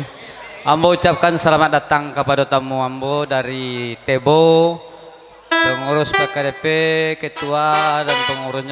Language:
Minangkabau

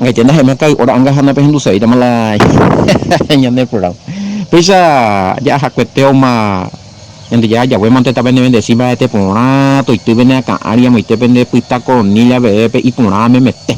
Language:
Guarani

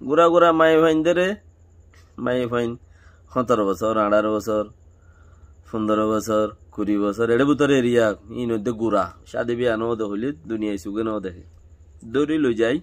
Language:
Rohingya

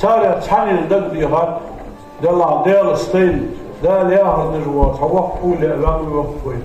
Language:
Ingush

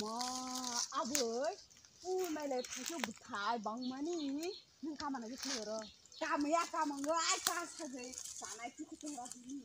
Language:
Kok Borok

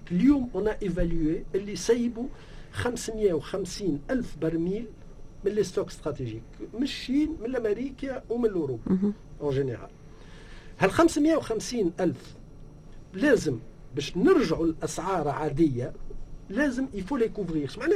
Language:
Tunisian Arabic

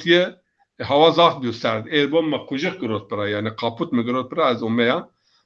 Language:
Zaza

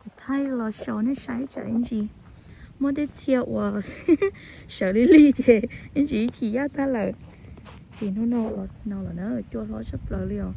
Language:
Hmong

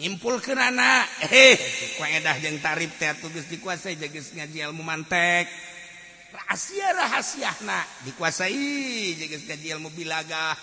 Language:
Sundanese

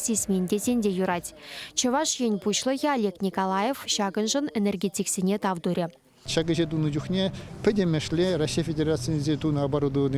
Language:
Chuvash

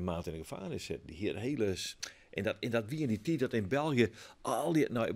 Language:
Western Frisian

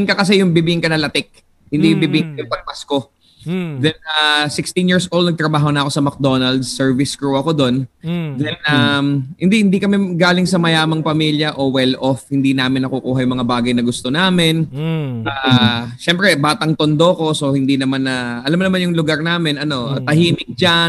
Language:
Filipino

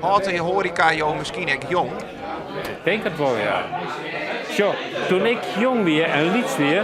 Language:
Western Frisian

